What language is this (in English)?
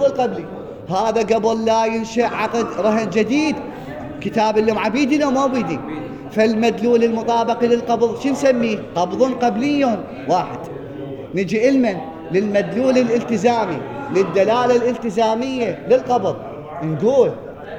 Mesopotamian Arabic